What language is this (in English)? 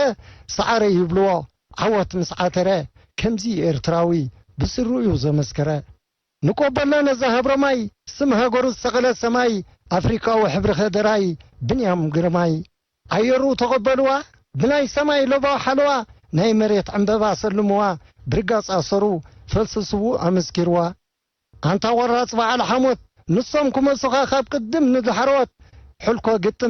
Tigrinya